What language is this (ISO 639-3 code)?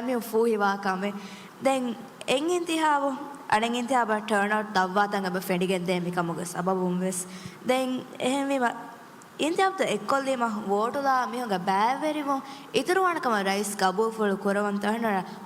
div